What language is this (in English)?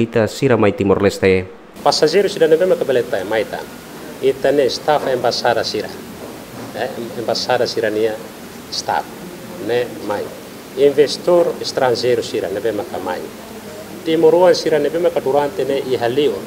Tetum